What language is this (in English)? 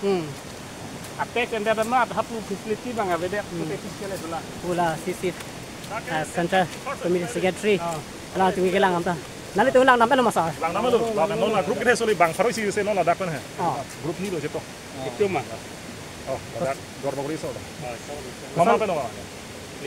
Karbi